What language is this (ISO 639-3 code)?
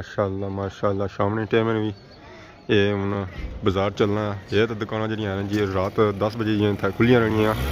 phr